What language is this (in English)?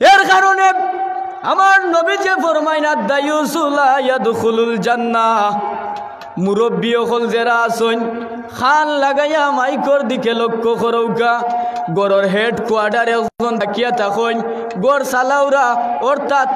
Sylheti